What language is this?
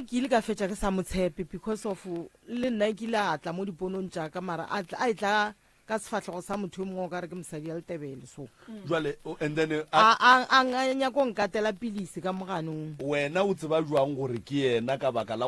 Northern Sotho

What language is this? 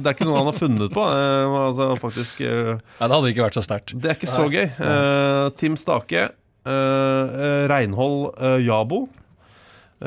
Norwegian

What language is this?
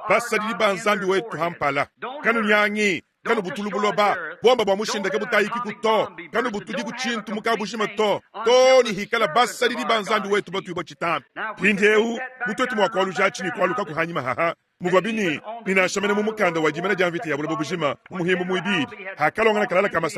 Luba-Lulua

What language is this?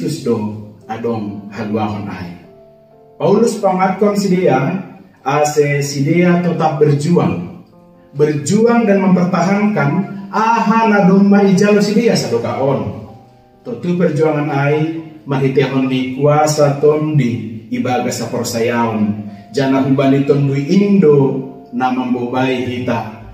Batak Simalungun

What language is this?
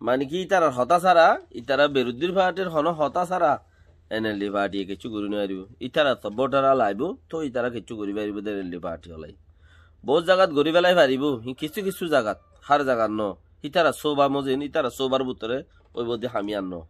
Rohingya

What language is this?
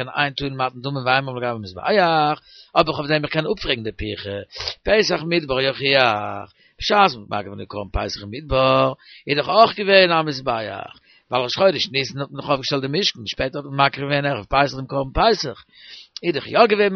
Yiddish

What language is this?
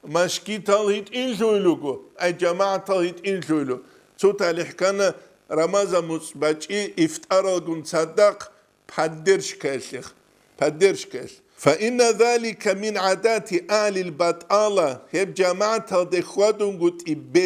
Avaric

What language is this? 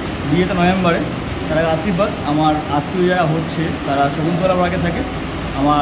Bangla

